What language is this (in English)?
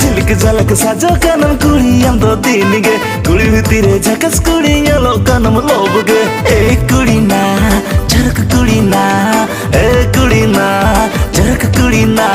Santali